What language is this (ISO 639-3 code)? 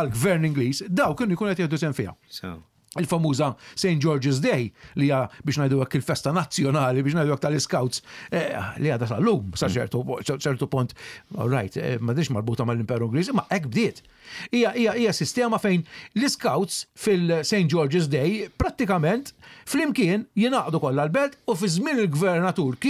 mlt